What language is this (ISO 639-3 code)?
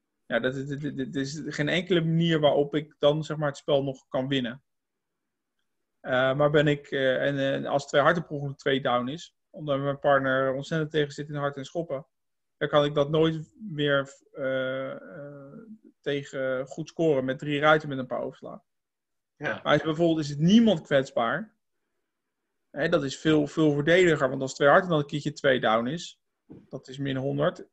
nld